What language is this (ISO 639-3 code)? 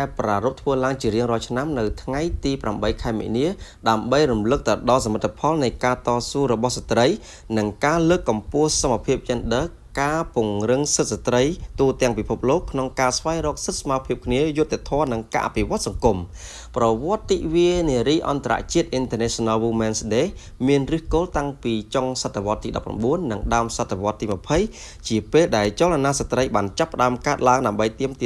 khm